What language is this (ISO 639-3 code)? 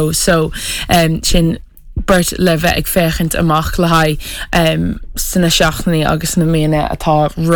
gle